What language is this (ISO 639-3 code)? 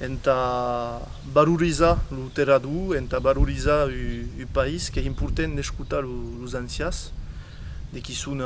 oci